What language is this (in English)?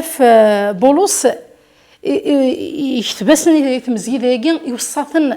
Kabyle